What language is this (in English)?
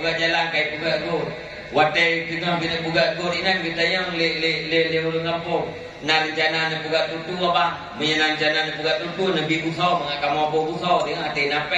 Achinese